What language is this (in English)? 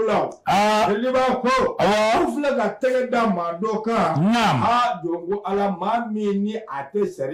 Bambara